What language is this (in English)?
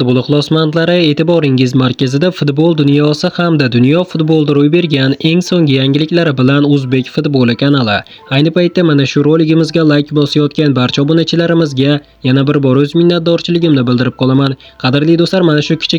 Uzbek